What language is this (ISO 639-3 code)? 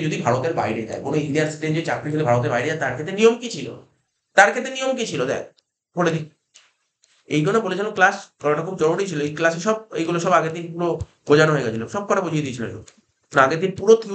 ben